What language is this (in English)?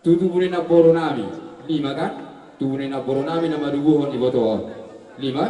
Batak Toba